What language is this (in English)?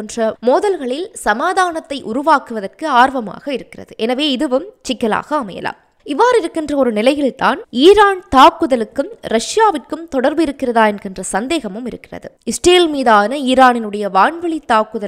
Tamil